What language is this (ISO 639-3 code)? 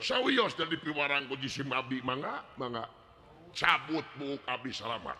sun